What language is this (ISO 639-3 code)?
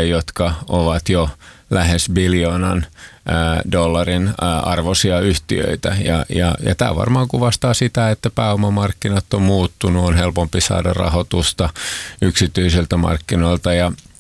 fin